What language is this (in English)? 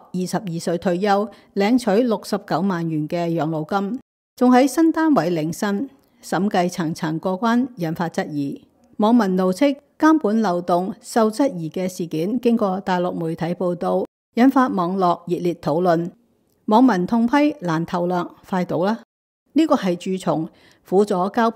Cantonese